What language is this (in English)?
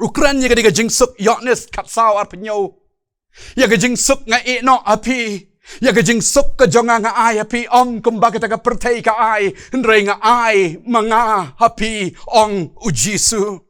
Khasi